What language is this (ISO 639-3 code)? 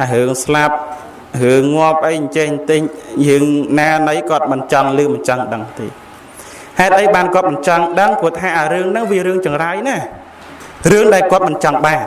khm